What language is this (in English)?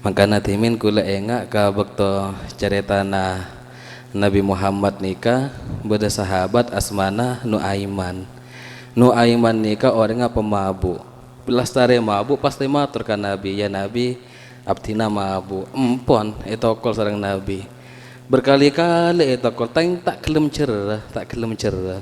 Madurese